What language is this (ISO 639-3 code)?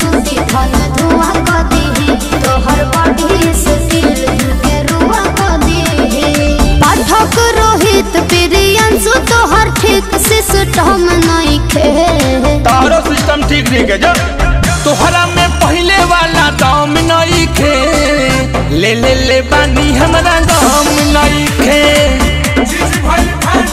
bho